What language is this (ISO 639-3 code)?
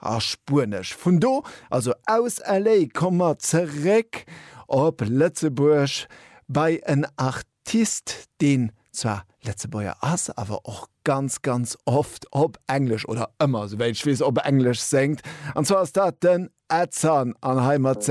ltz